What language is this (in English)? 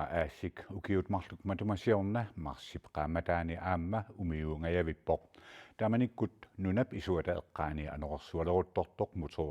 Kalaallisut